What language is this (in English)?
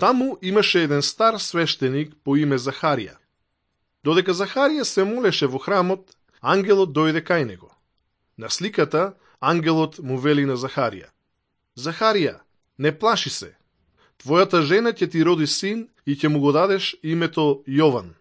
Macedonian